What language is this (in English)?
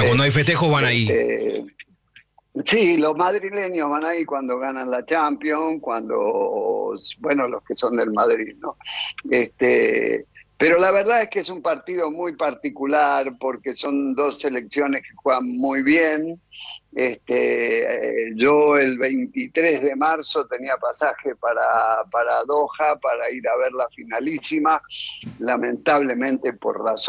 Spanish